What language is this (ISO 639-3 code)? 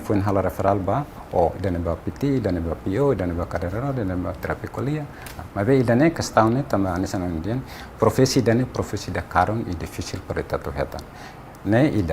tet